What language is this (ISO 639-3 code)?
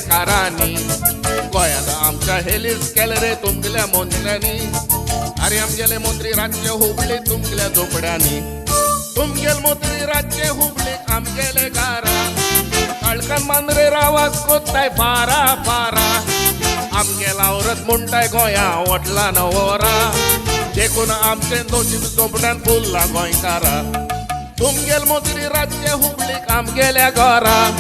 kok